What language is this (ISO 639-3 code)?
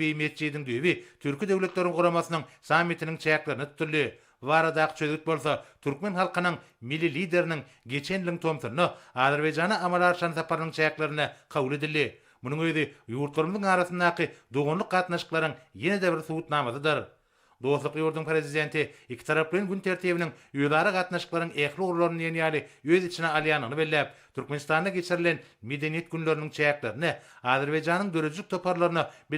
tuk